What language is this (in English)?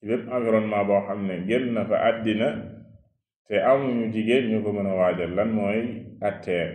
Wolof